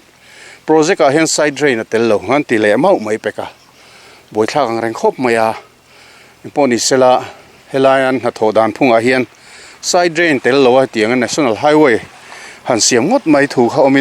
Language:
Mizo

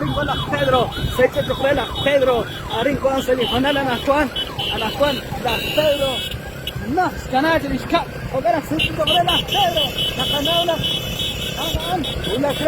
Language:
Kekchí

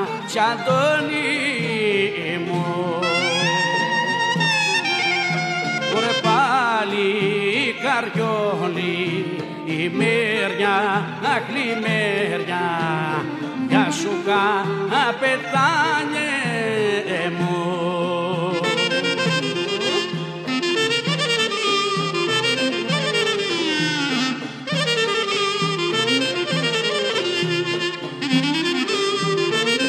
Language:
Greek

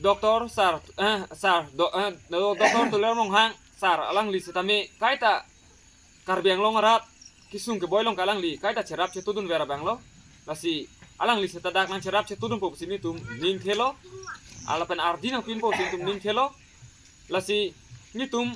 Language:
Karbi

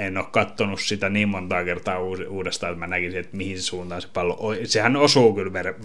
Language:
Finnish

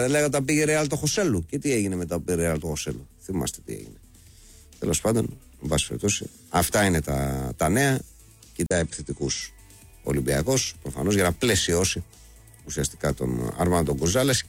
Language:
Greek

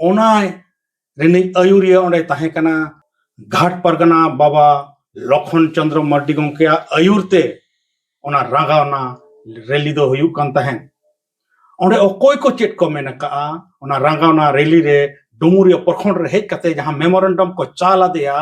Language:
Santali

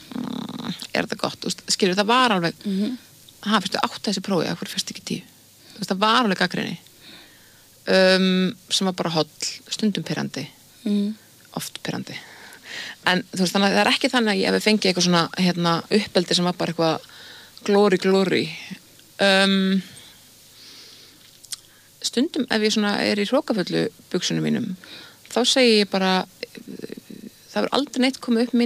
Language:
Icelandic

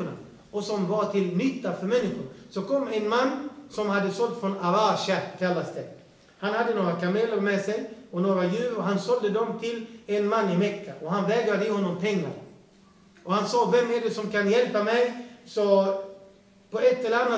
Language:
Swedish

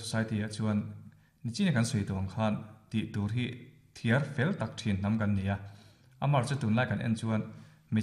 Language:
Mizo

